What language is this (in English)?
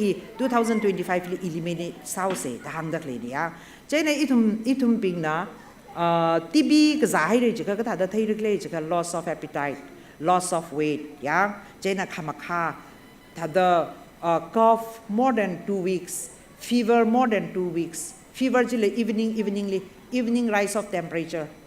Tangkhul Naga (India)